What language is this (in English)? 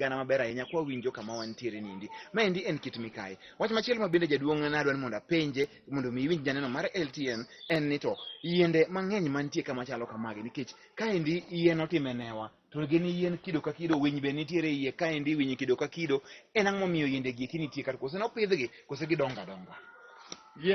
Luo (Kenya and Tanzania)